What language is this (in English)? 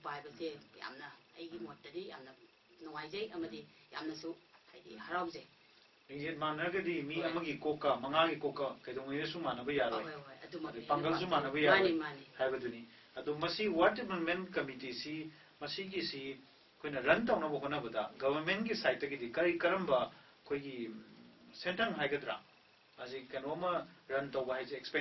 Manipuri